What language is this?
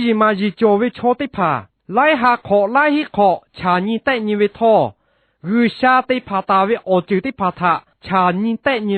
Lahu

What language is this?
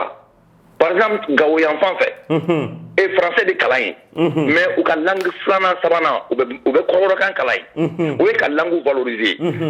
Bambara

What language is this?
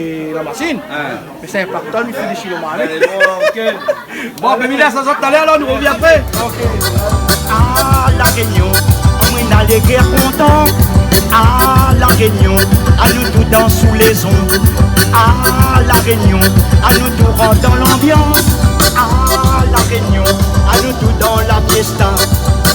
Réunion Creole French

